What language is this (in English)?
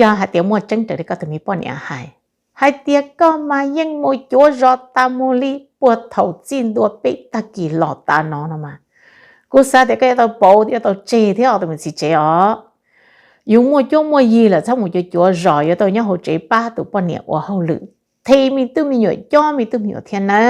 Hmong